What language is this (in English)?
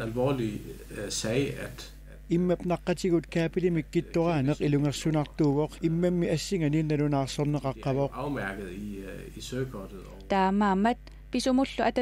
Kalaallisut